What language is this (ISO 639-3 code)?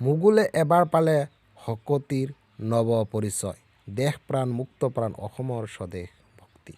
asm